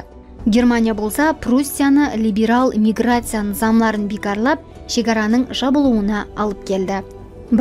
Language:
Kara-Kalpak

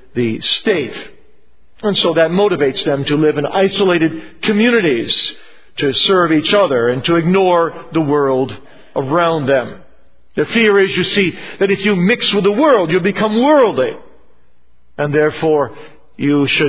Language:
English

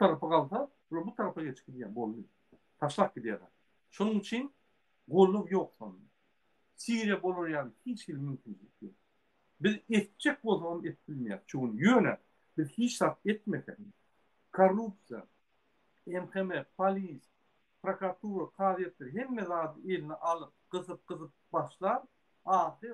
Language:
Turkmen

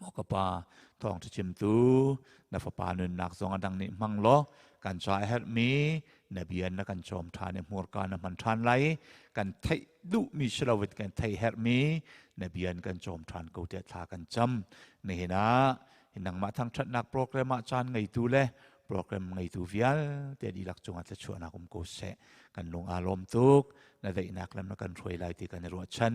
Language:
Hakha Chin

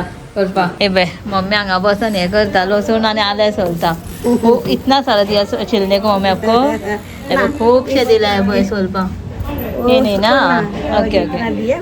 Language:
Konkani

